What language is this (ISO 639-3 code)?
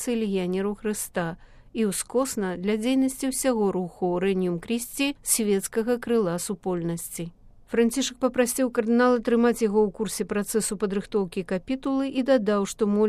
bel